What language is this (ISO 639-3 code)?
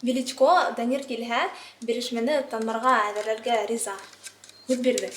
bak